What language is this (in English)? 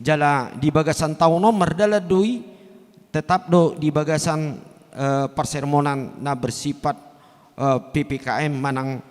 Batak Toba